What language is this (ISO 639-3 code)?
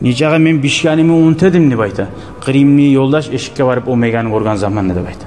kum